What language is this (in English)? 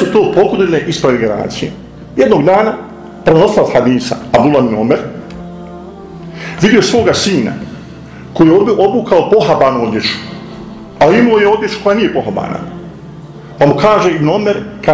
Bosnian